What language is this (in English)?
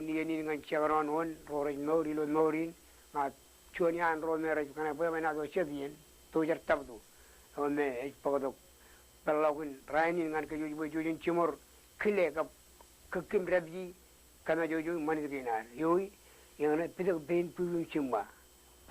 Marshallese